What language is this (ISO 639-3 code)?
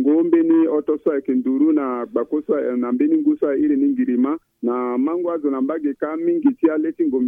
sag